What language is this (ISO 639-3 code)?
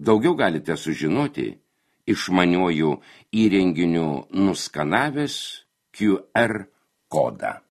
lit